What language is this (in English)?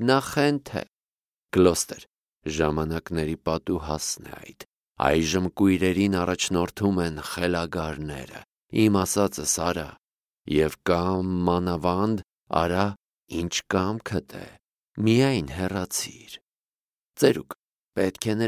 Armenian